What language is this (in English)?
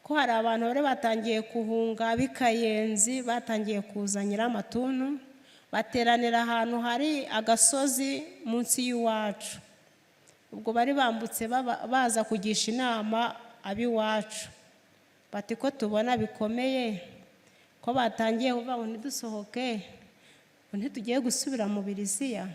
Kinyarwanda